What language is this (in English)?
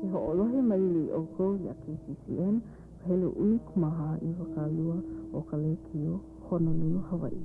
Hawaiian